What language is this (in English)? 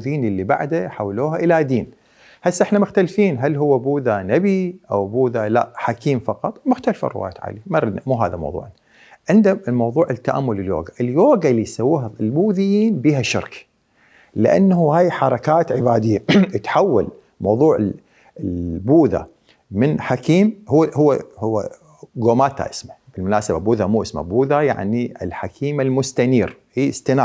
Mesopotamian Arabic